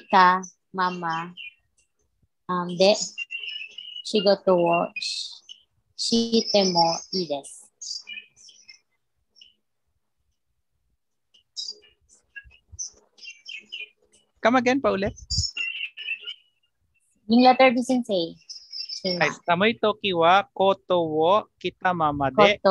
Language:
Filipino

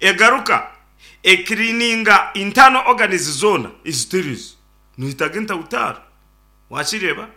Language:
Nyankole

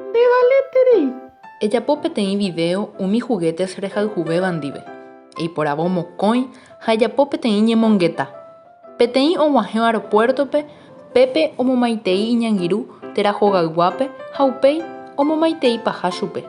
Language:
Guarani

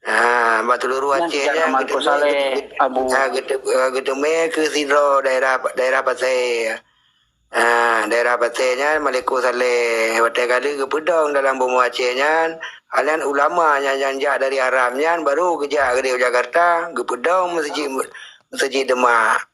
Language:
Achinese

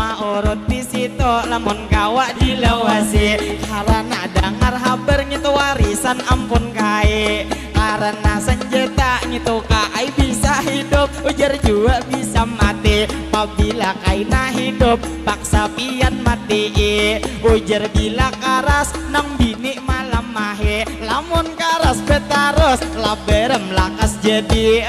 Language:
Banjar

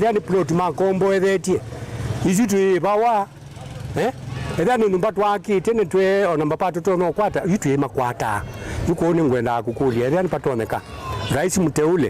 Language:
Kamba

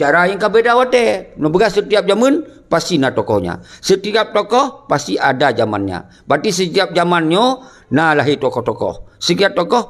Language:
Achinese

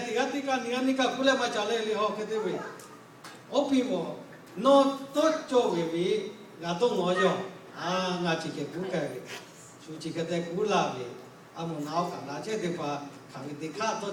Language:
Lahu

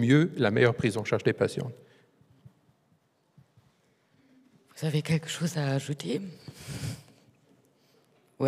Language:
French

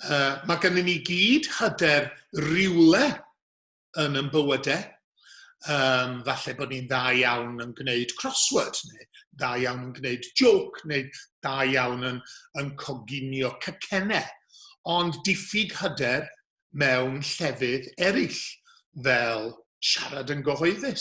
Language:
Welsh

